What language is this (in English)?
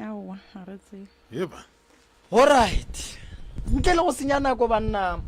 Northern Sotho